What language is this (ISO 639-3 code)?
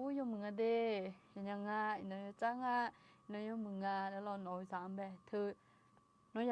ahk